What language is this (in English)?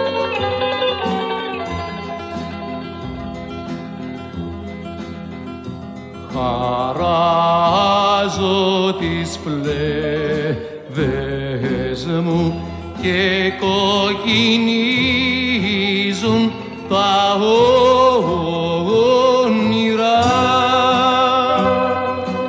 Greek